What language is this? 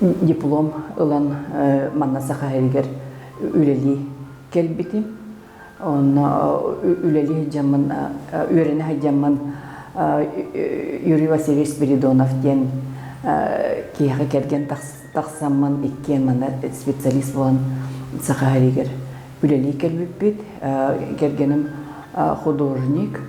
Yakut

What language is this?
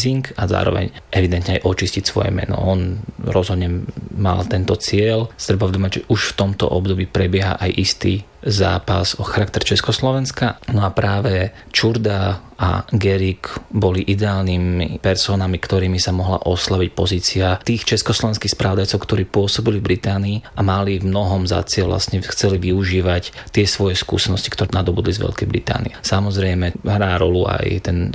Slovak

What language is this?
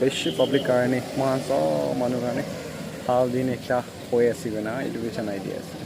Naga Pidgin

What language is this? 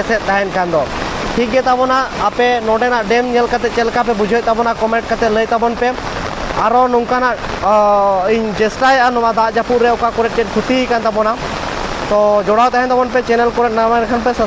Santali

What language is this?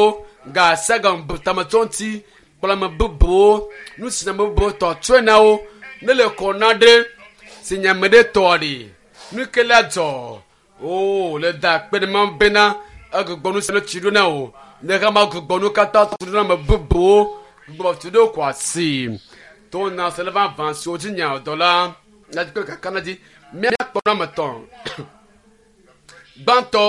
Ewe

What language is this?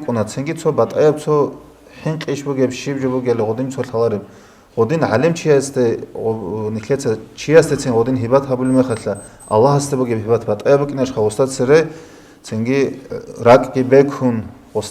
Avaric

